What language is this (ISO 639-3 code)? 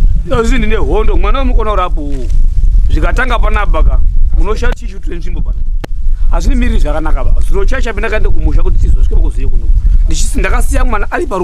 sna